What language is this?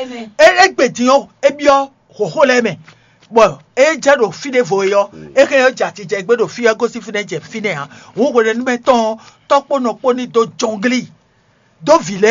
Fon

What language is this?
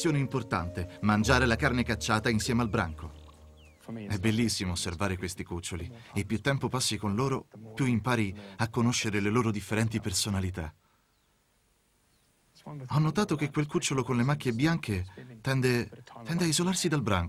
Italian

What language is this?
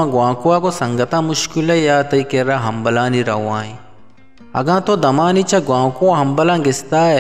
Eastern Balochi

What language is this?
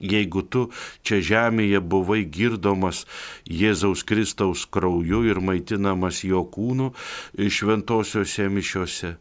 Lithuanian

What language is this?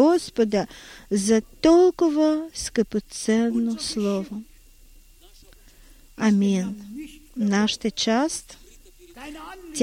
Bulgarian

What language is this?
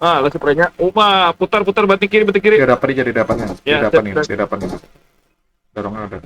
Banjar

